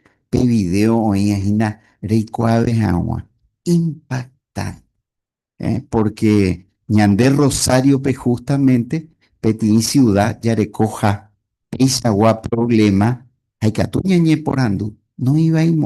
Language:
Guarani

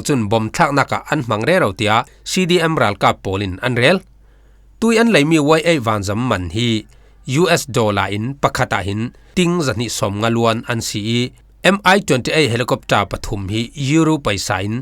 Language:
Falam Chin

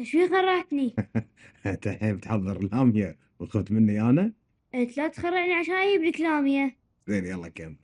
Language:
Gulf Arabic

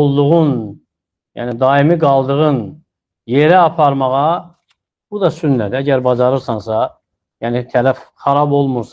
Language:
Azerbaijani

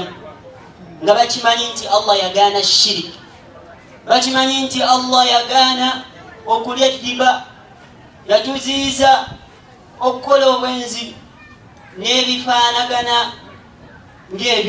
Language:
Ganda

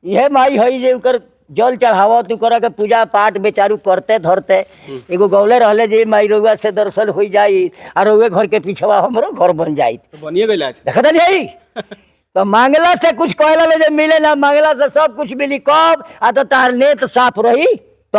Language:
Bhojpuri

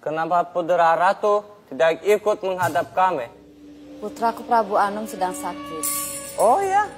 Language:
Banjar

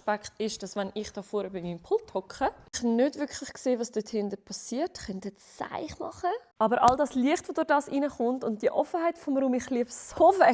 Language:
Swiss German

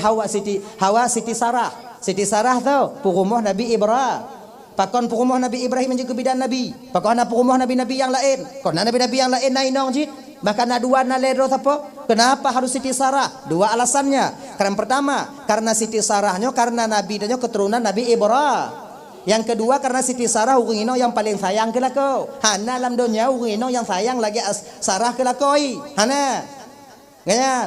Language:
Achinese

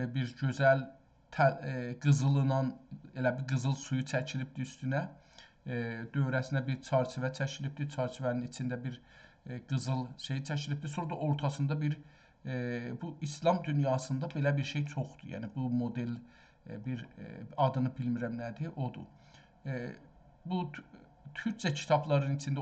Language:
South Azerbaijani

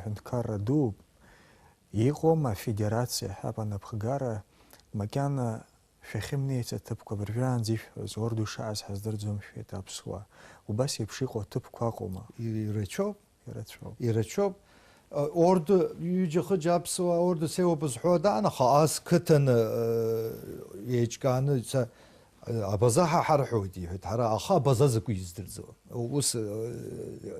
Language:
Abkhazian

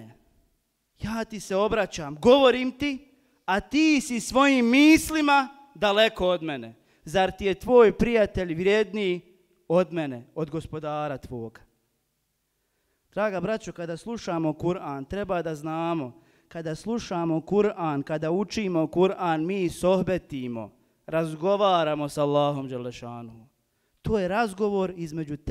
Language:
Bosnian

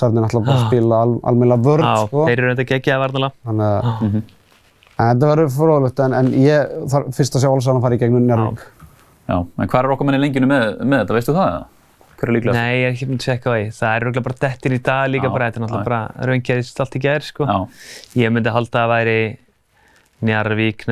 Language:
Icelandic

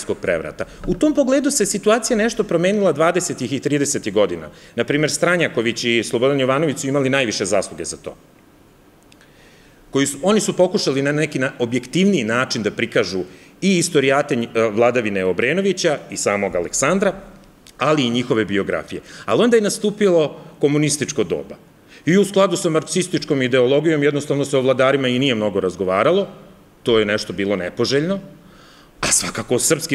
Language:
Serbian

